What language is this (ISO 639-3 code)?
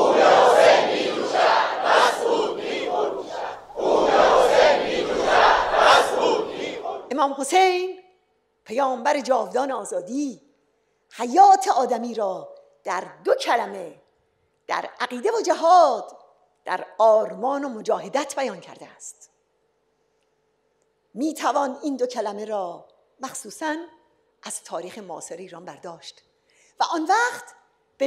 fas